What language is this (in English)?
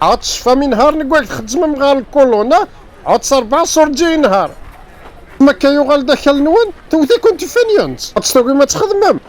Kabyle